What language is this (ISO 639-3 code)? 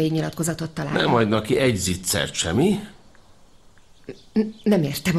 hun